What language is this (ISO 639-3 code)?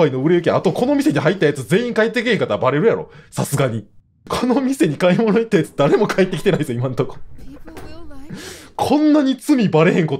jpn